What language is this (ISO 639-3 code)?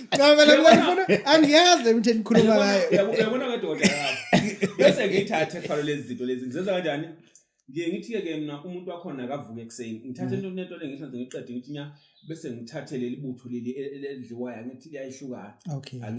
zul